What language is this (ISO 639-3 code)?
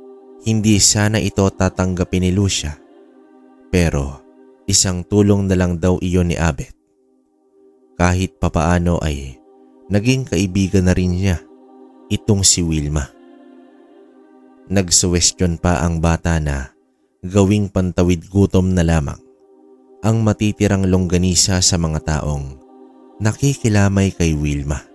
fil